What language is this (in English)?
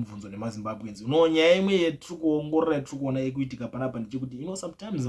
Shona